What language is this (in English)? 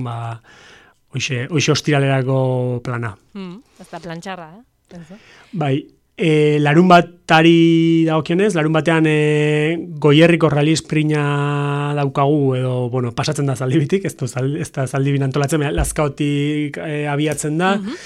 Basque